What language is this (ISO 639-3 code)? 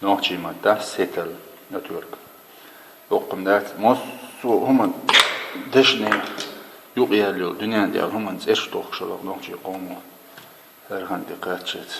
che